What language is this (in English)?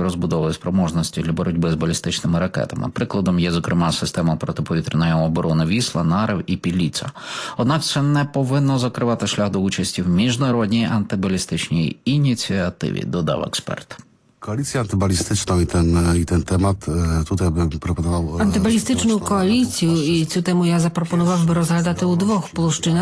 Ukrainian